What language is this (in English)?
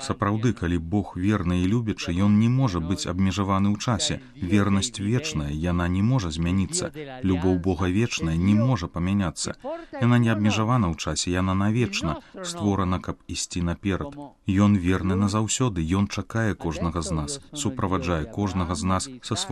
Belarusian